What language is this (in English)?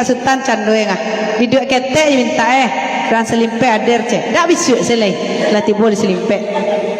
Minangkabau